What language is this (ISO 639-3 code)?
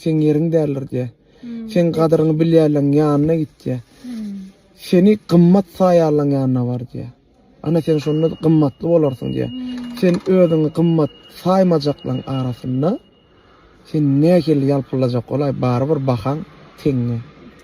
tuk